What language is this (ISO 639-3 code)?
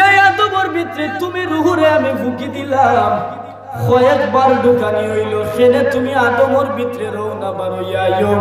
syl